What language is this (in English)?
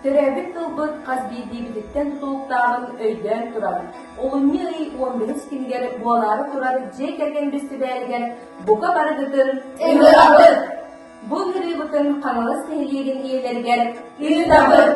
Yakut